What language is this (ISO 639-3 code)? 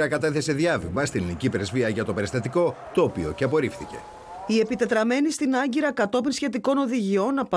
ell